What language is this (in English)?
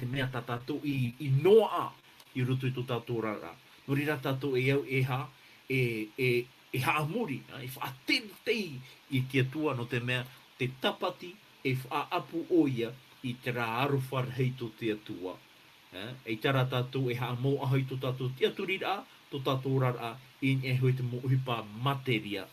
Tahitian